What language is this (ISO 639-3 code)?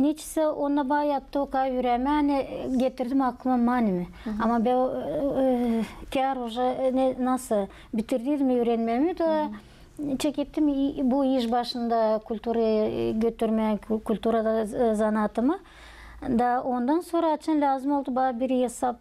gag